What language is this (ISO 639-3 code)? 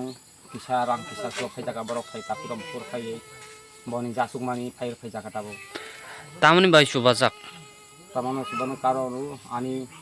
trp